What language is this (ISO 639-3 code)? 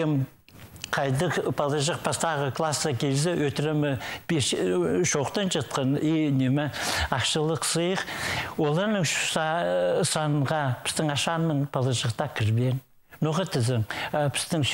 kjh